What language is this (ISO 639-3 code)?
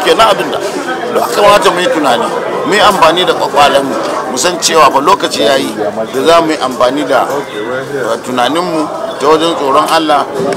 hau